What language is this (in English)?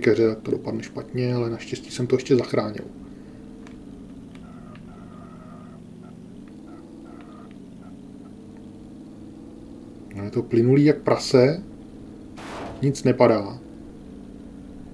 Czech